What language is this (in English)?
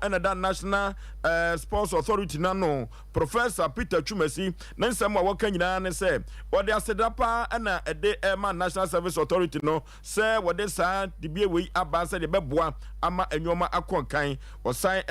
Akan